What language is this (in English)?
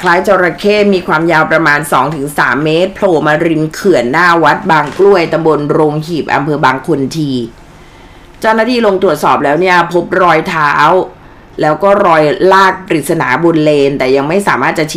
Thai